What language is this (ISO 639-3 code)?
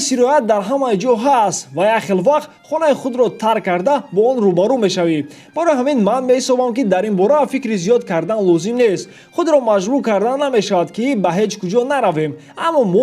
tgk